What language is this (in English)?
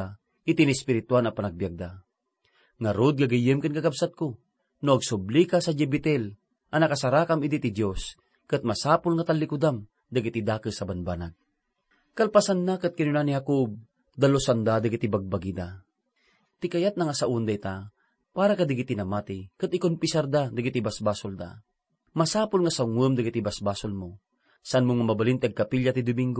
Iloko